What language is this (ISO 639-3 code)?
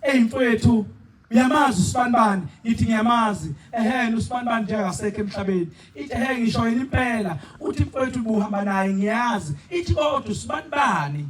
zul